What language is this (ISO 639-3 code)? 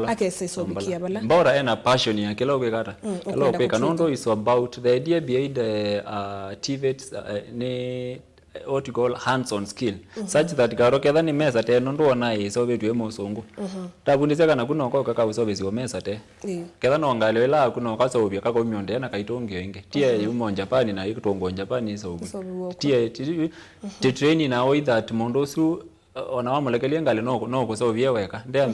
kam